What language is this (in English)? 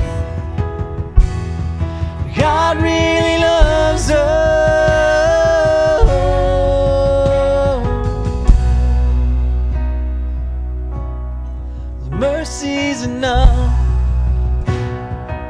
English